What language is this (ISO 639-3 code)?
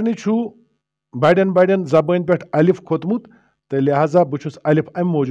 kas